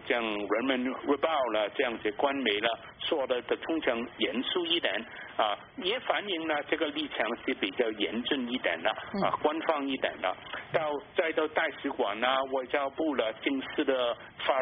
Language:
Chinese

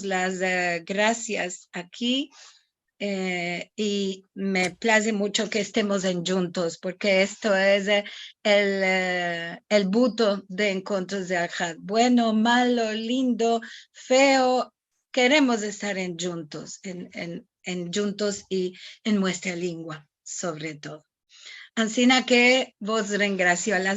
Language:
Ladino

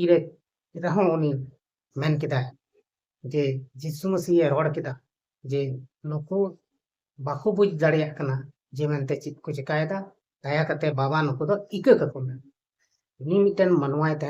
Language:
Santali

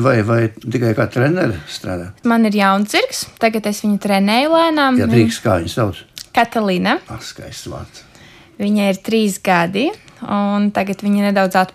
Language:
Latvian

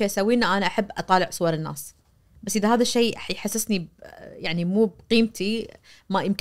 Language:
Najdi Arabic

